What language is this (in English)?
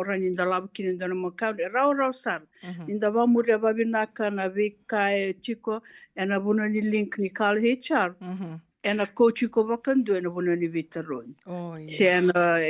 Fijian